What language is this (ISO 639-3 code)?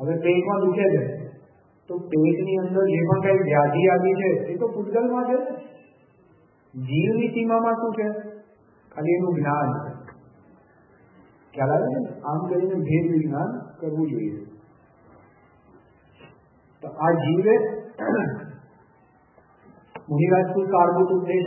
guj